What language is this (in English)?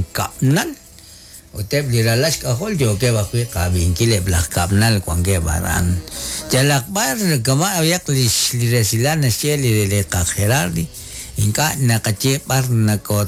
Kekchí